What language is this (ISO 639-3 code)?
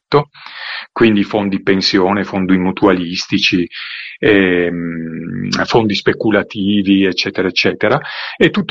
ita